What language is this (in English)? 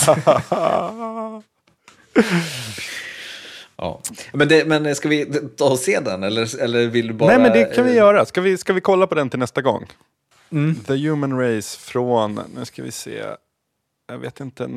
Swedish